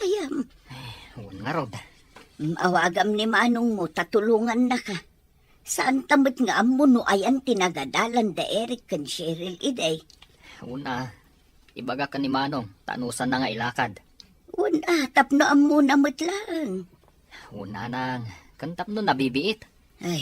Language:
Iloko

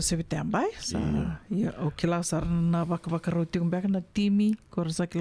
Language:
Fijian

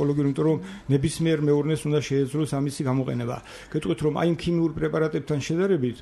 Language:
Georgian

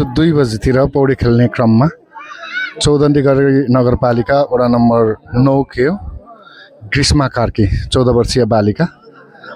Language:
Nepali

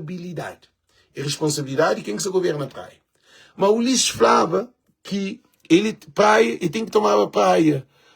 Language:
Kabuverdianu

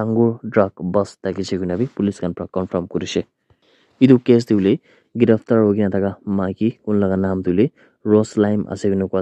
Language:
Naga Pidgin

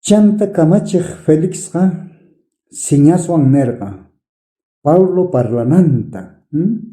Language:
South Bolivian Quechua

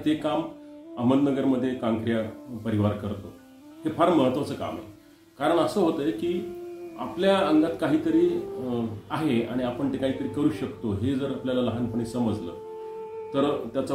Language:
Marathi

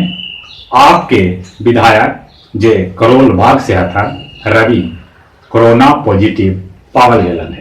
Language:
Magahi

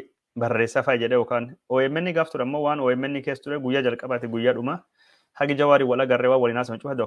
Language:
Oromo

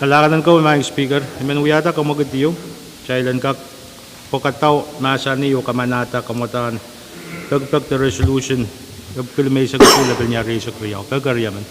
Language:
Pohnpeian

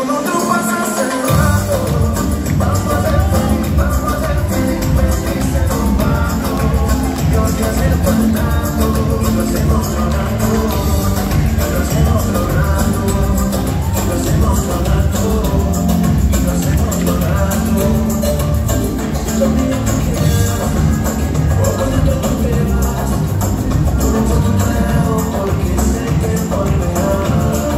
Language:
Spanish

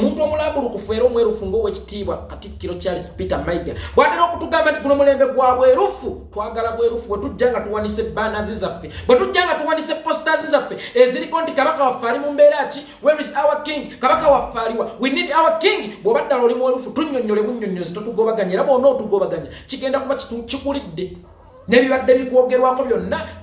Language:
Ganda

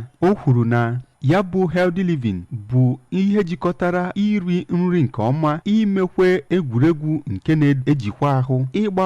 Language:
Igbo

